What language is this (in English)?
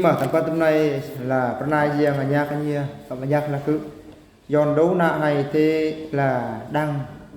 Eastern Bru